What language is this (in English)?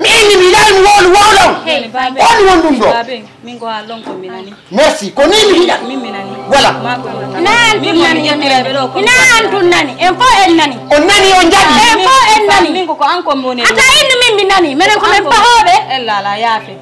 Fula